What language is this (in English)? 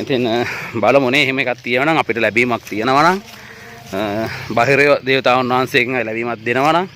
Sinhala